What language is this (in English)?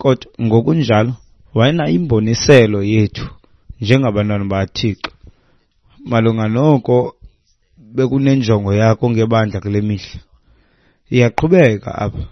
Xhosa